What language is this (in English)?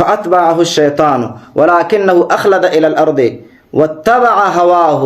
Pashto